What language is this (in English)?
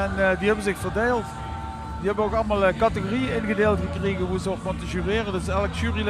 Limburgish